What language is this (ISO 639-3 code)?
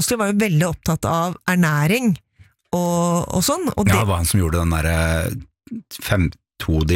nor